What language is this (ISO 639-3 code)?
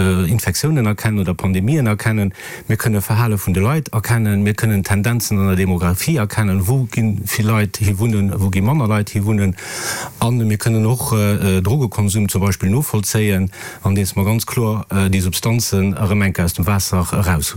ltz